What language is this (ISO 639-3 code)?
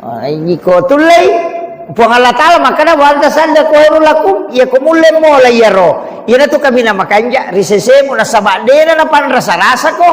bug